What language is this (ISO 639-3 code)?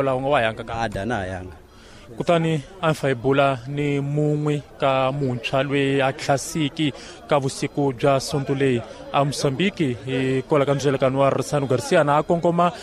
tso